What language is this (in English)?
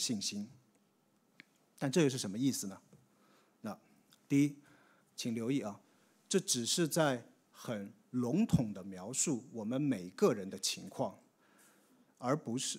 Chinese